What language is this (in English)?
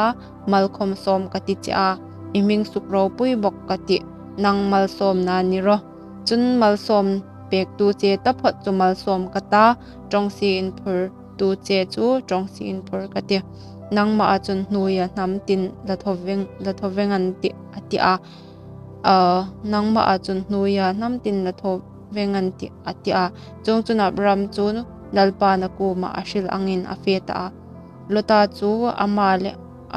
Hmar